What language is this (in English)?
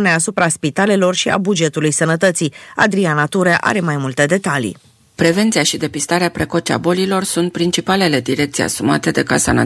Romanian